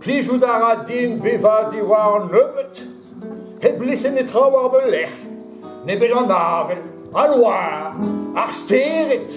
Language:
Breton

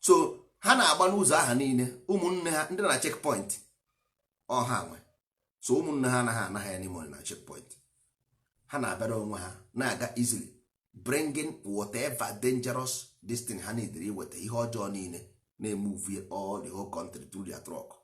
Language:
Igbo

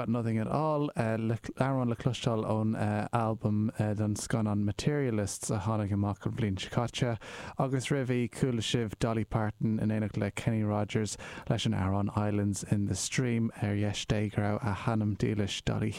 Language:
Irish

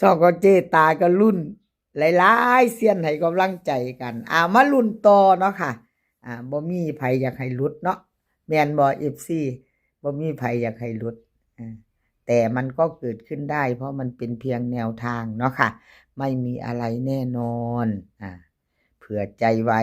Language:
Northeastern Thai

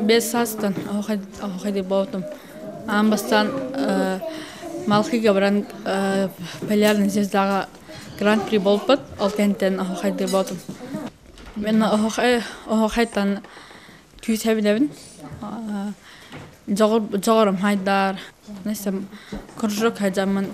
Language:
Yakut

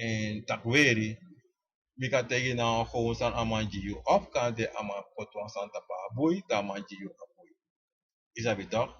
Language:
Sranan Tongo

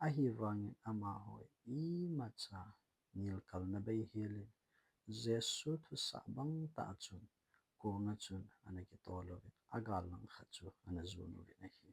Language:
Thado Chin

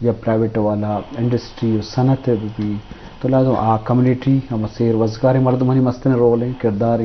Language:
Eastern Balochi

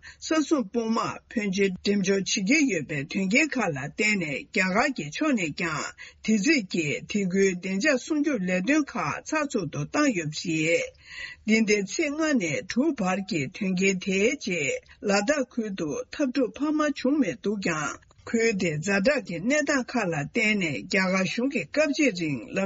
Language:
Tibetan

